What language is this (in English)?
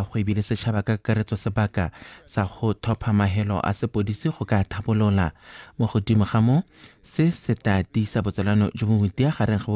Tswana